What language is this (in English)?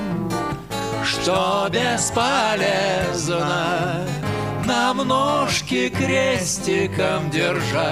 Russian